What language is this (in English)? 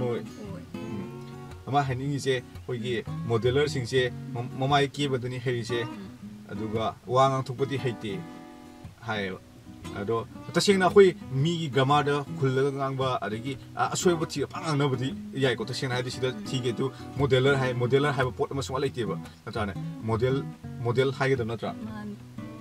Manipuri